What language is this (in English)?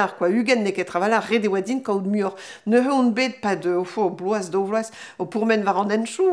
Breton